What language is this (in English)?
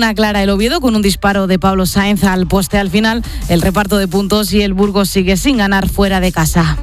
Spanish